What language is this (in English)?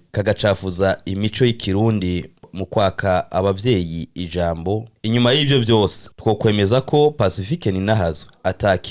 Rundi